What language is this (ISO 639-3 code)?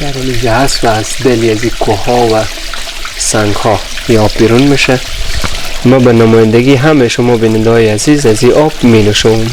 fas